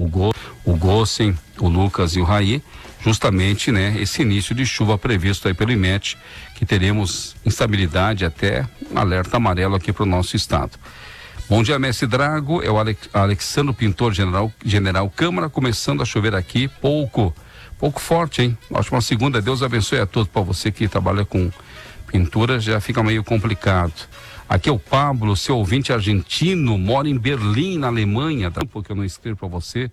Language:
Portuguese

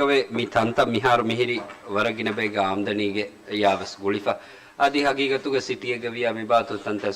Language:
Divehi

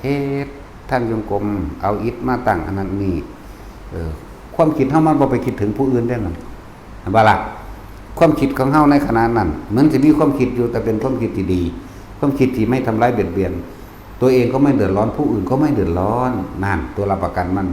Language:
Northeastern Thai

